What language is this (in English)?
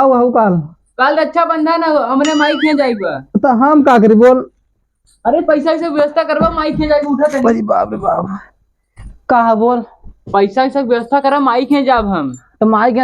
Awadhi